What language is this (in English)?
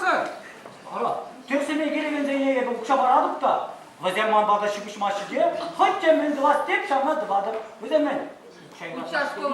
Chuvash